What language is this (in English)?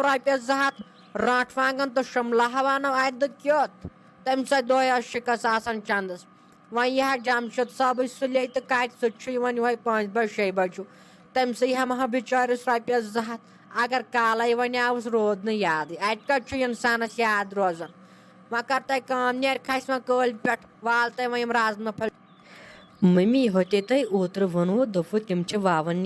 Kashmiri